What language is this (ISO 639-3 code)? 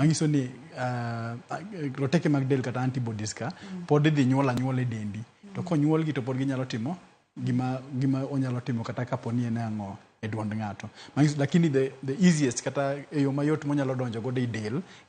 luo